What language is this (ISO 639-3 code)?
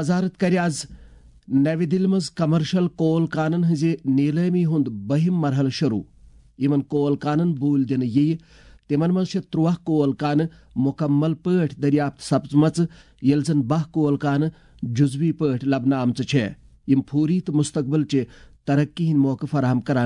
kas